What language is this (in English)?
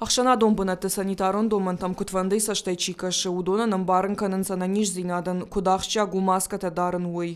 Ossetic